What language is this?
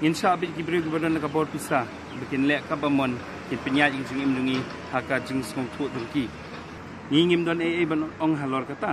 Khasi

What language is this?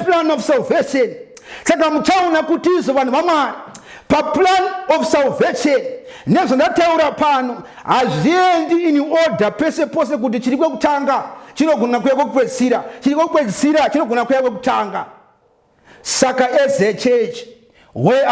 Shona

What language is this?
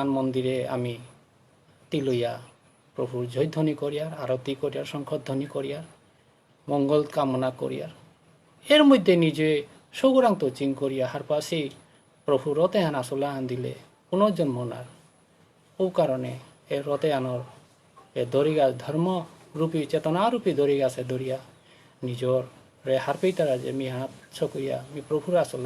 Bishnupriya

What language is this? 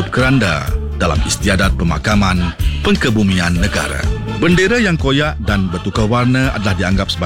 Malay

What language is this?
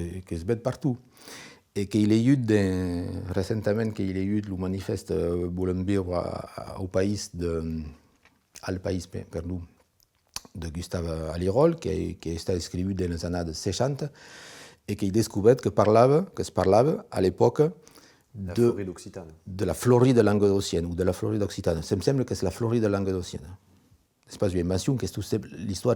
Occitan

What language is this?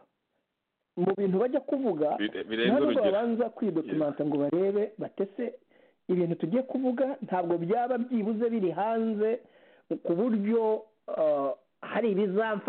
Kinyarwanda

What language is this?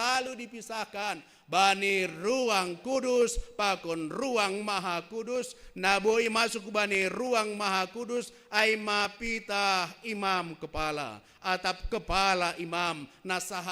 Batak Simalungun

